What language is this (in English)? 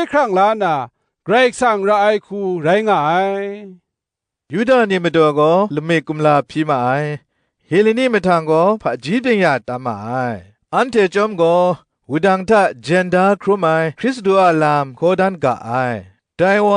Kachin